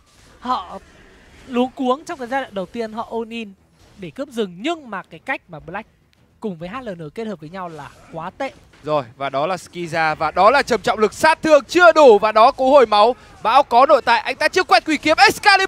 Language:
Vietnamese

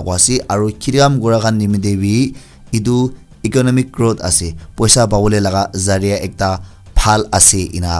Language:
Naga Pidgin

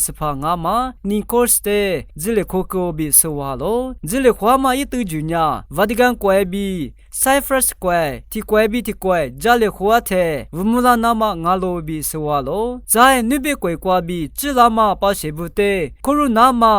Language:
Lisu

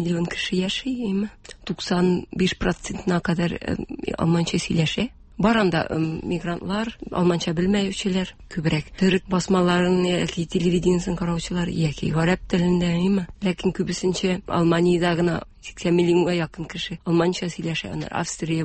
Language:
Tatar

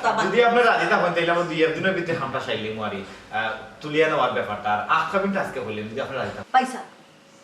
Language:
Sylheti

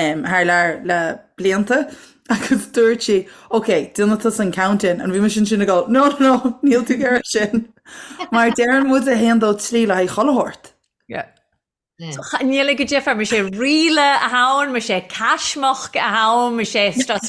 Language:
Irish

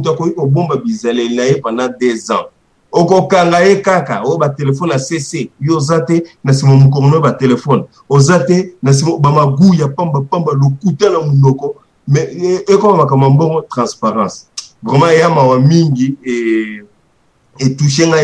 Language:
Lingala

